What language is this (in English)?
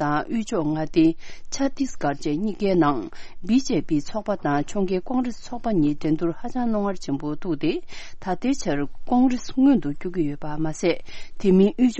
Tibetan